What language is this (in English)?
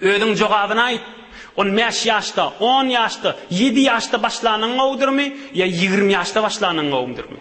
Turkmen